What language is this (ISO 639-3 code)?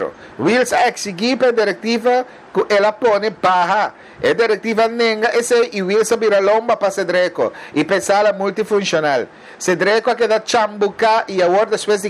pap